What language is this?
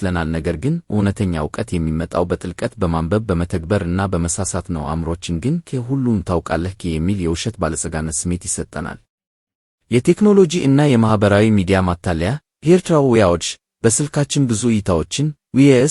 Amharic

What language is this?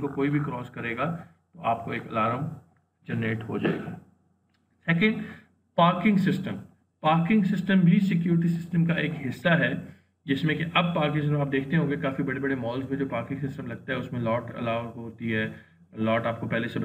Hindi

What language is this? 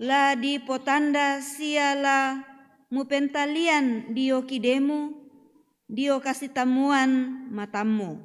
Toraja-Sa'dan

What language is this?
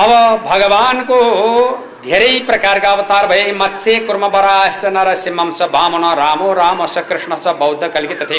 Nepali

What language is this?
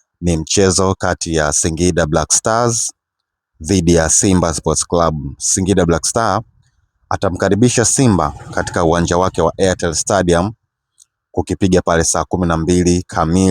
Swahili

